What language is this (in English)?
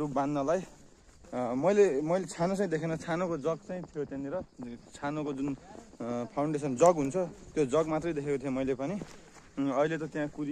Nepali